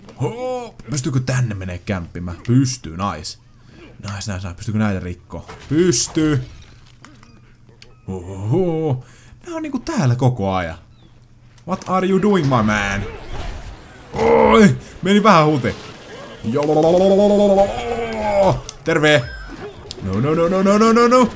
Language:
Finnish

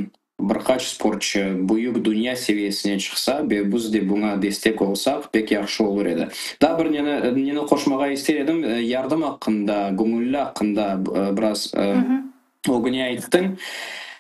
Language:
Crimean Tatar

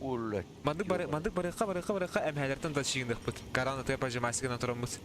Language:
Yakut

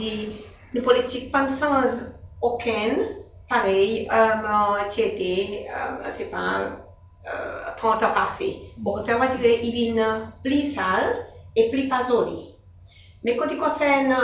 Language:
Seselwa Creole French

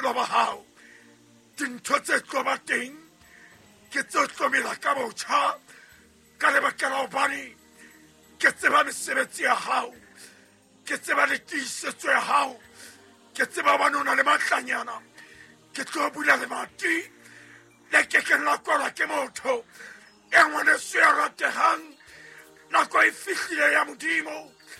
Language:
Southern Sotho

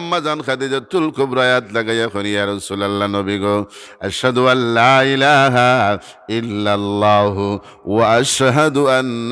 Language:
Sylheti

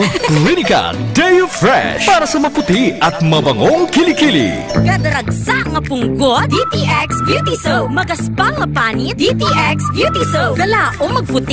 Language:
Hiligaynon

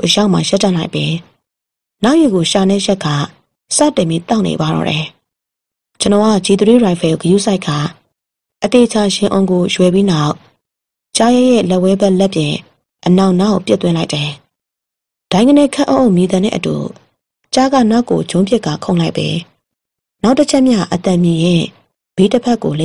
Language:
Burmese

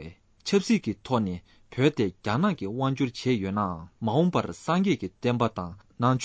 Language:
Tibetan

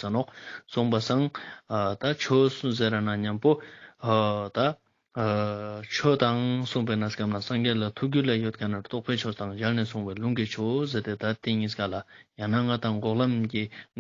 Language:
Ladakhi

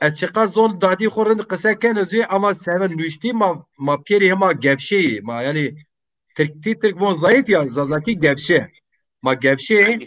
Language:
Zaza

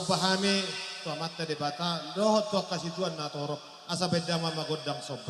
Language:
Batak Toba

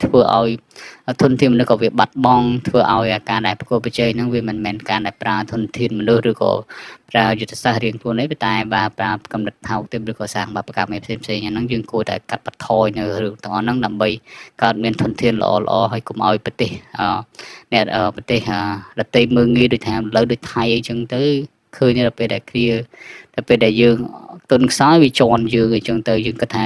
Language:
Khmer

